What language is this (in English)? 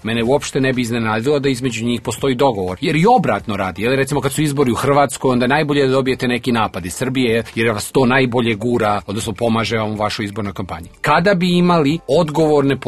Serbian